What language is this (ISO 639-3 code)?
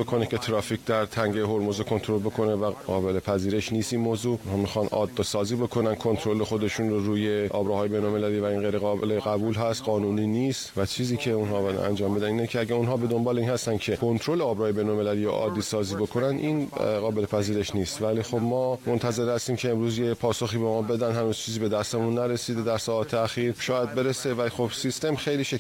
fas